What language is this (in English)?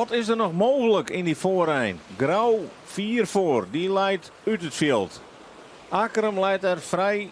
Western Frisian